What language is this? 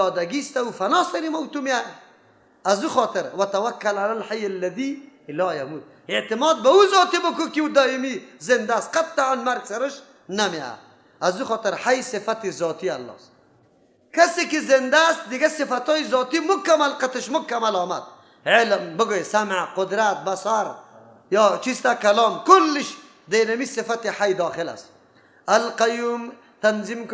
Persian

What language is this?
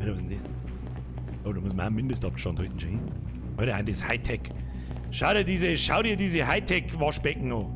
Bavarian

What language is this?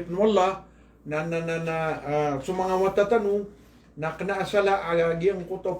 Maranao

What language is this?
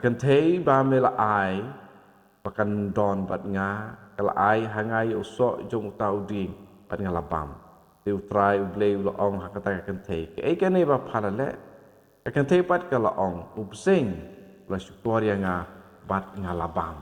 Khasi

